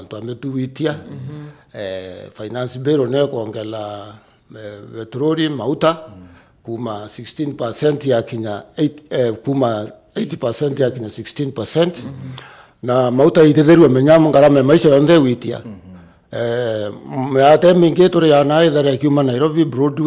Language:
Meru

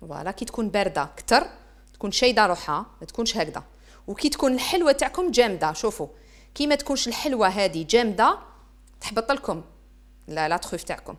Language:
Algerian Arabic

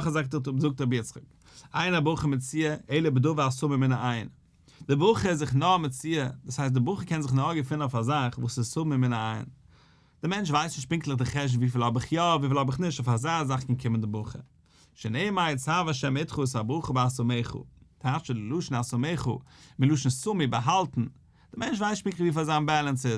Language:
Yiddish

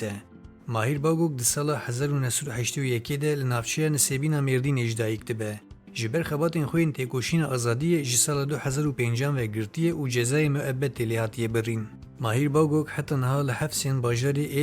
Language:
Kurdish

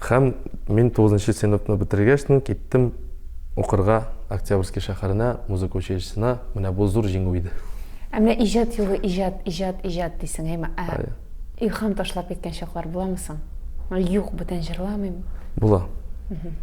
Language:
Tatar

